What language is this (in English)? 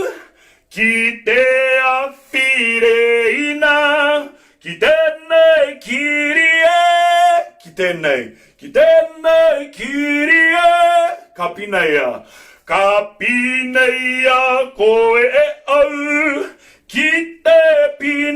Māori